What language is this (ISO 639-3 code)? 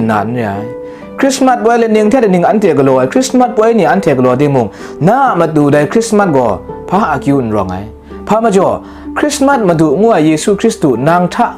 kac